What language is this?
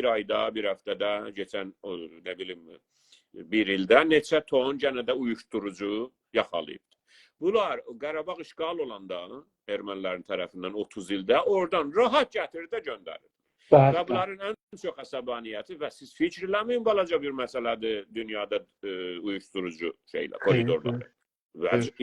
South Azerbaijani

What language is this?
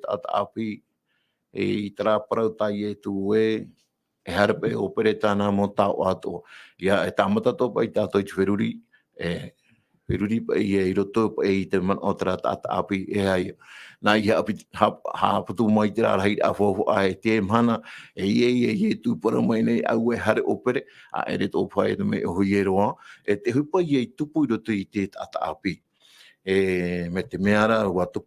Tahitian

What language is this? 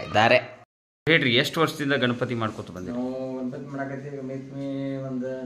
Kannada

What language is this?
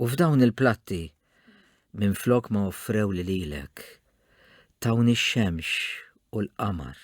Maltese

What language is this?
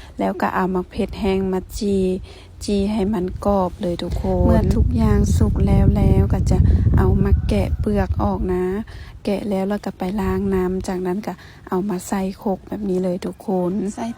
Lao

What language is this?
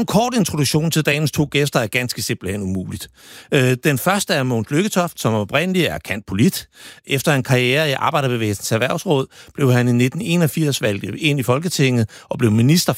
Danish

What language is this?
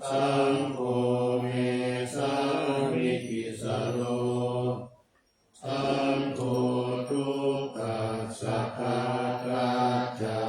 Pali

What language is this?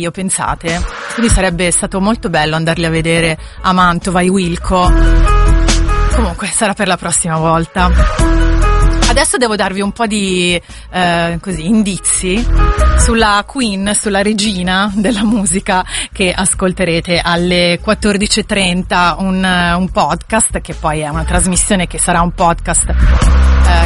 Italian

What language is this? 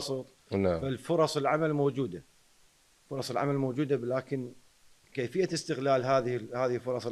Mesopotamian Arabic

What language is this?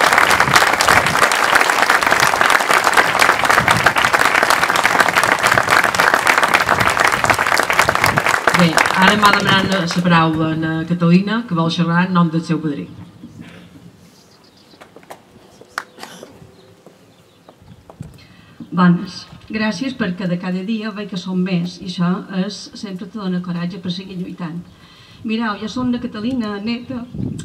Catalan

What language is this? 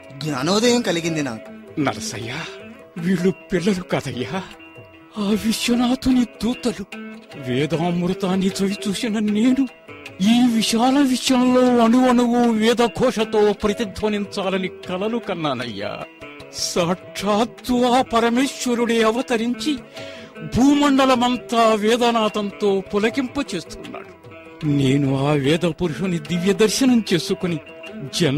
Telugu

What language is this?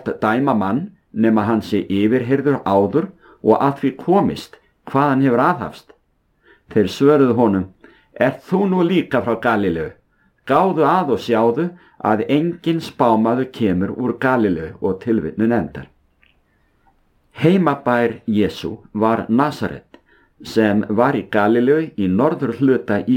Icelandic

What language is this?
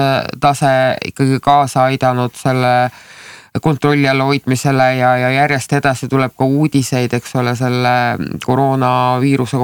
Estonian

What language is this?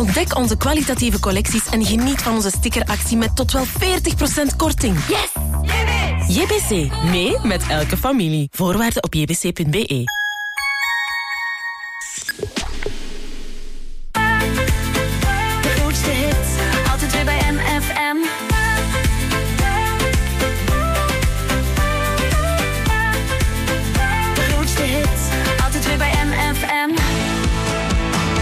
Dutch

